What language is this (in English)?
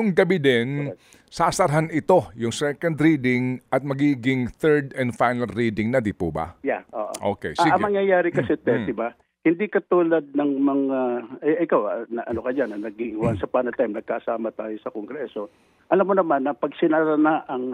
Filipino